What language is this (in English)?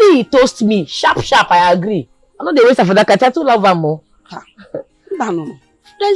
Nigerian Pidgin